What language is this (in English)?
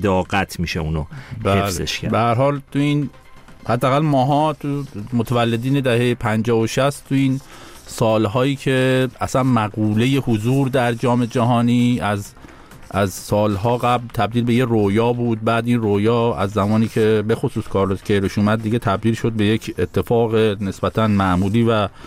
Persian